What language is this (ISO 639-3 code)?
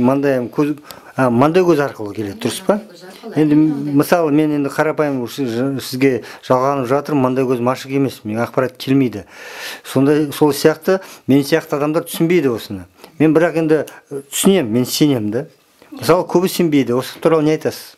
kaz